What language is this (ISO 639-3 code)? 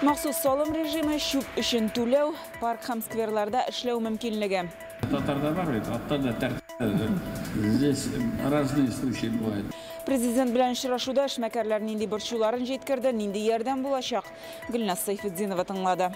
tat